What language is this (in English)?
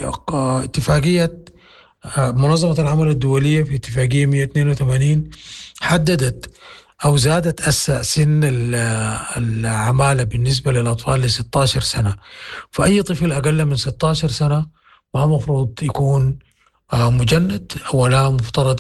Sudanese Arabic